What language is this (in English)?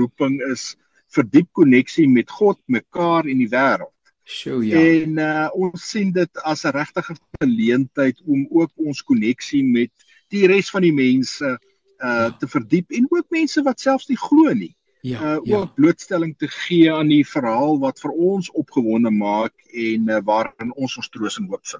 Afrikaans